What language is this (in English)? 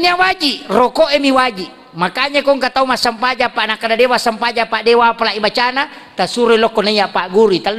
Buginese